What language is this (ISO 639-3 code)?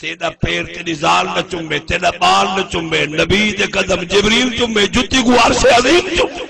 skr